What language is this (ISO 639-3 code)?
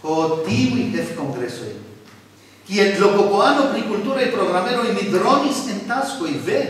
epo